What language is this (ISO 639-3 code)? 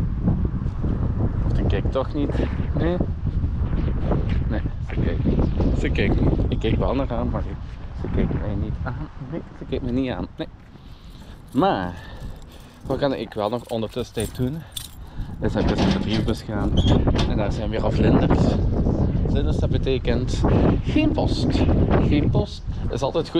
nld